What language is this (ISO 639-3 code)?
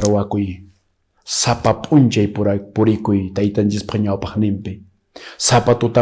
que